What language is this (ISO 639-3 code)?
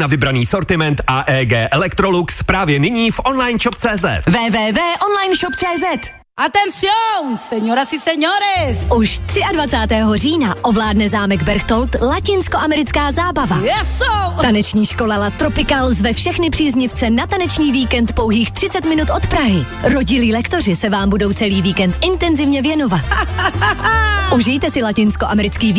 ces